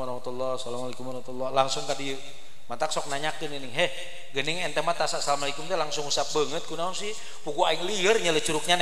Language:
Sundanese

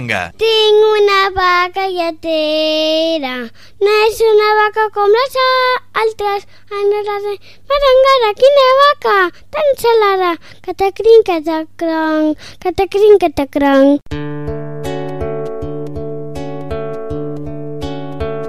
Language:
Catalan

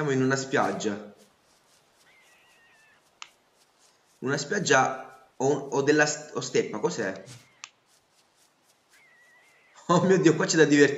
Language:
Italian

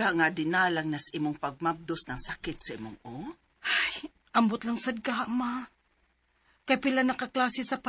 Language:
Cebuano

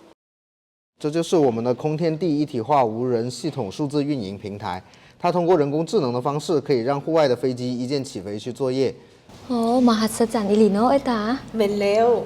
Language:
Lao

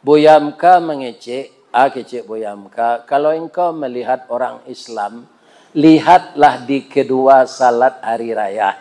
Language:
Minangkabau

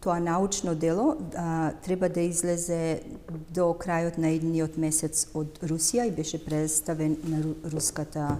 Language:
Macedonian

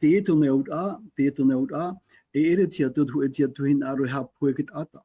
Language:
Tahitian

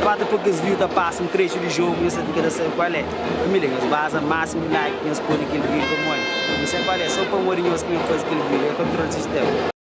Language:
Kabuverdianu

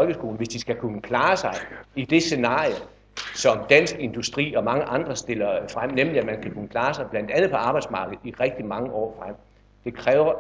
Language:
Danish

